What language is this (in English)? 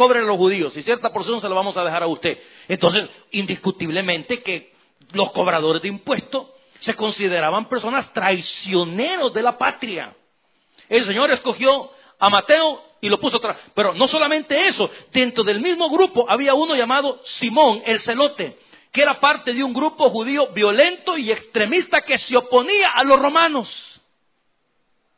Spanish